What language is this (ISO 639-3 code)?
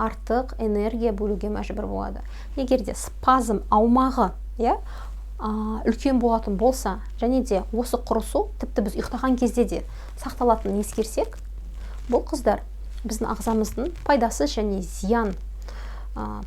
kaz